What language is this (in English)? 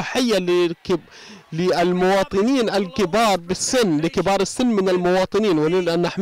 Arabic